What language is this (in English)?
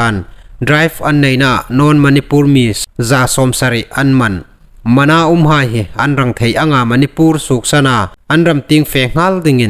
Hmar